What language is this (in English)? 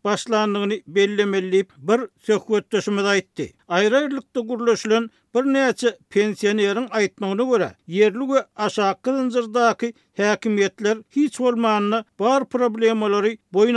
Turkmen